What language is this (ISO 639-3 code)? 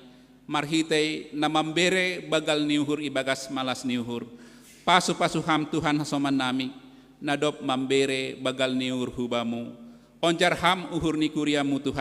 bts